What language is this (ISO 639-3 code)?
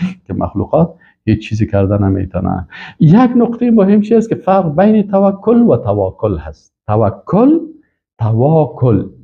fas